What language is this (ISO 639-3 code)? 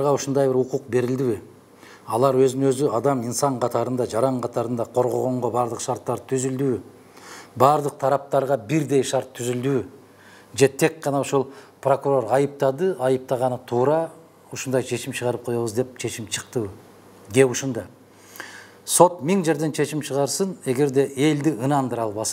kir